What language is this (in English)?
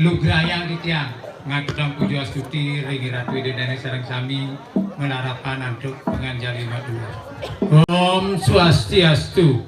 Balinese